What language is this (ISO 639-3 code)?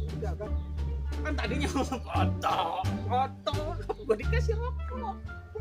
bew